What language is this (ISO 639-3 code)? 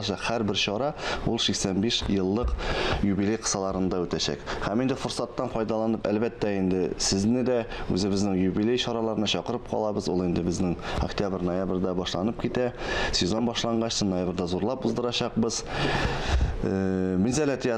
tat